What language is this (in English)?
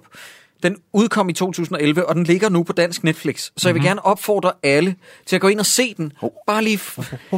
Danish